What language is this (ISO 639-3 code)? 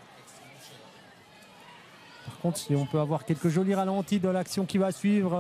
fra